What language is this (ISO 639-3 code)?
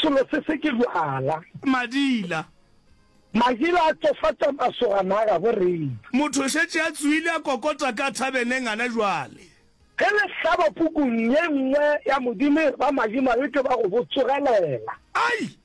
nso